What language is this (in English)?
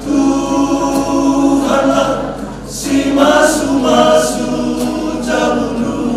Batak Karo